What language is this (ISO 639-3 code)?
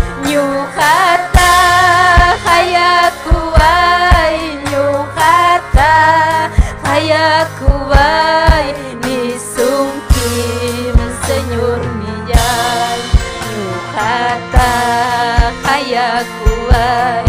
quy